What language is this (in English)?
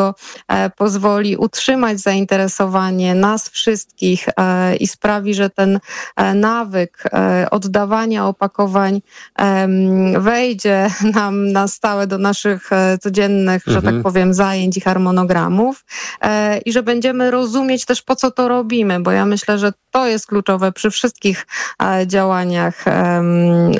Polish